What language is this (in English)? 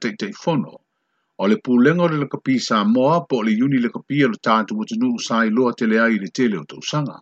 Samoan